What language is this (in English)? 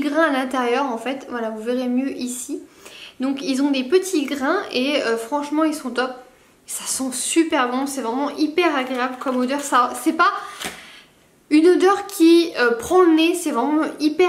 French